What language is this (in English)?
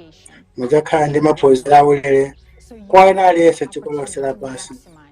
Nyanja